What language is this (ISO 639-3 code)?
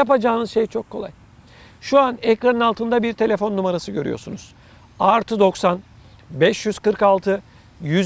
tur